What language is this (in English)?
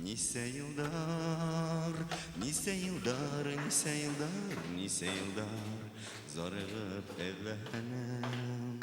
Bashkir